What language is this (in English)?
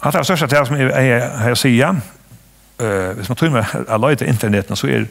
Faroese